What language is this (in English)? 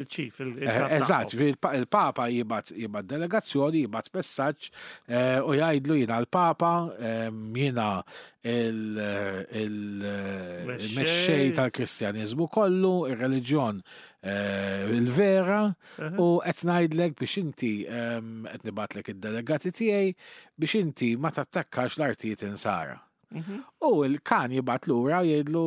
Maltese